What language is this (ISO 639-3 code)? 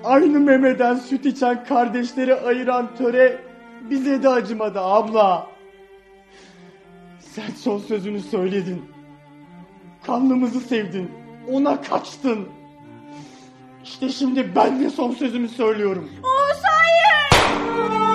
tur